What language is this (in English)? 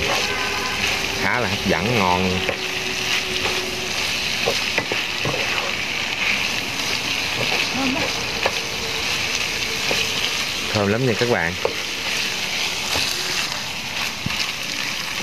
Vietnamese